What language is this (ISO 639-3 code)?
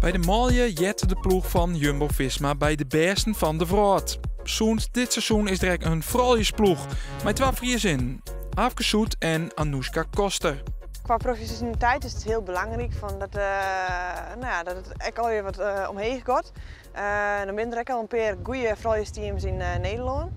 fry